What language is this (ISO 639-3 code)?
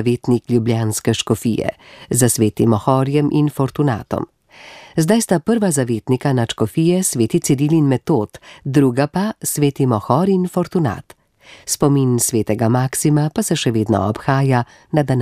slv